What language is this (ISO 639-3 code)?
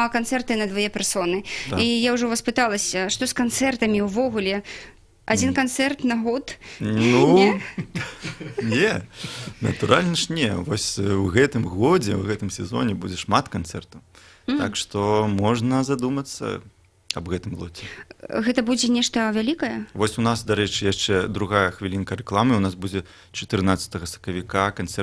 bel